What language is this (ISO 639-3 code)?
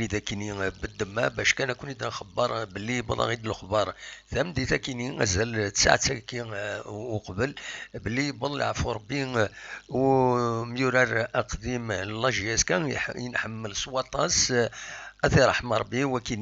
kab